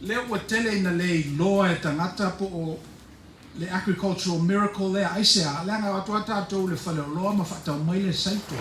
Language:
Samoan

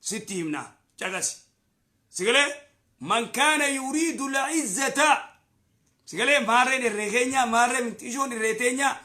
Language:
Oromo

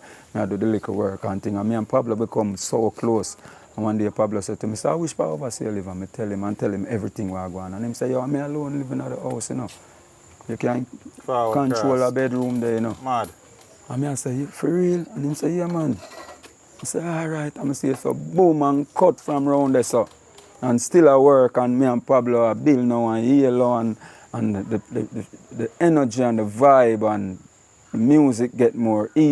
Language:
Jamaican Creole English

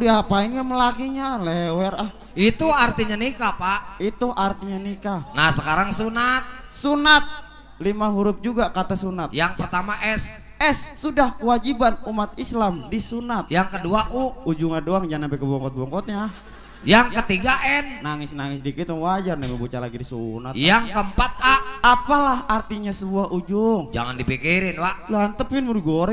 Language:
Betawi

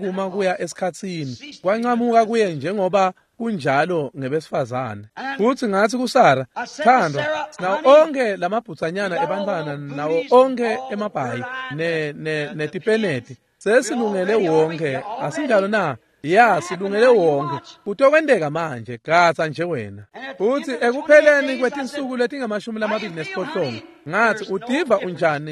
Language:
Swati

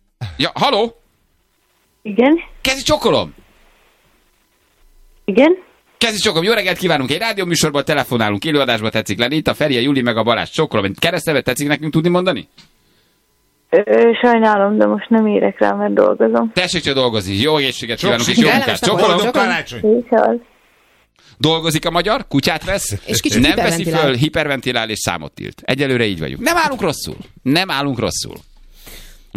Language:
Hungarian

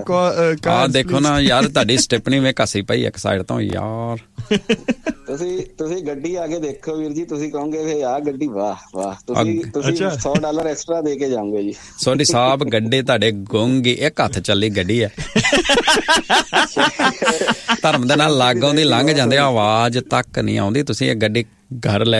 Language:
Punjabi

